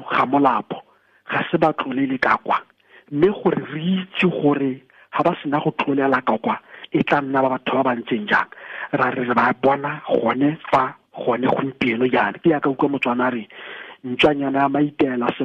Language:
Tswana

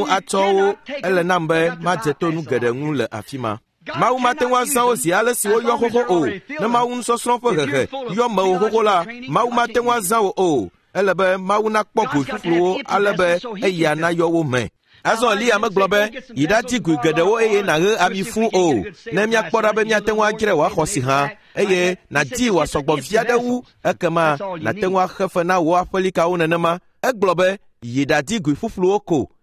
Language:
Ewe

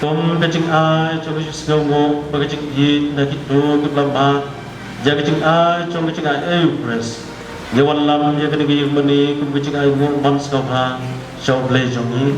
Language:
Khasi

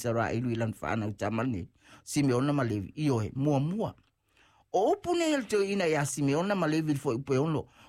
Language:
Samoan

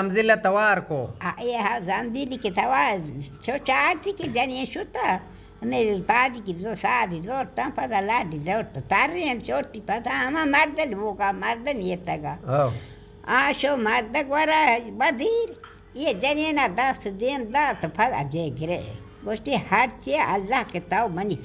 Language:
Baluchi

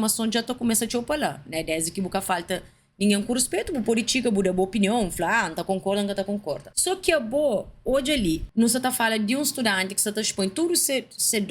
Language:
Kabuverdianu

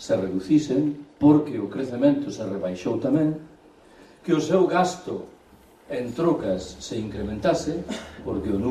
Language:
Galician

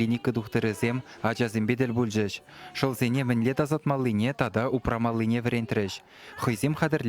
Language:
Chuvash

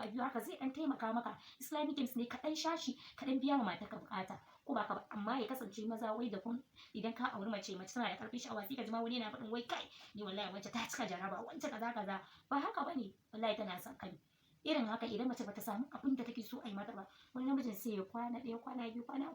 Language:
Hausa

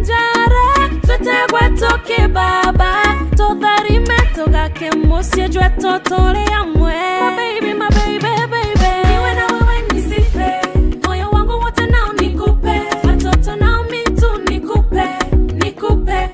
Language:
Meru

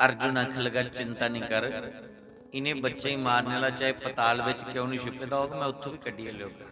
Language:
Dogri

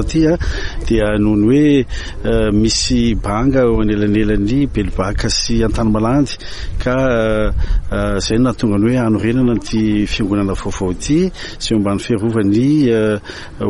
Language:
Malagasy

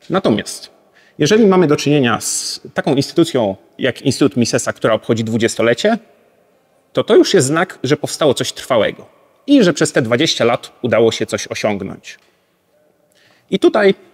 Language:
Polish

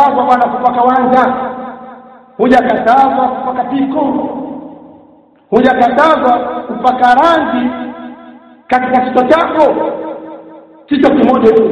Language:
Swahili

